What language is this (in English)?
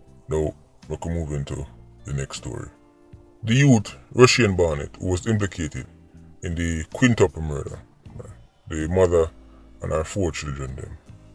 Jamaican Creole English